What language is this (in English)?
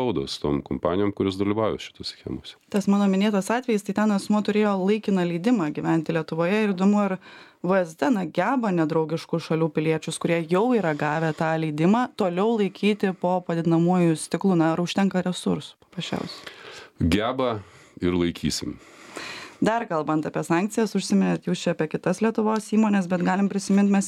Lithuanian